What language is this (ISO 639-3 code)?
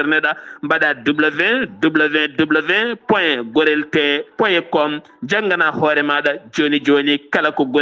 ful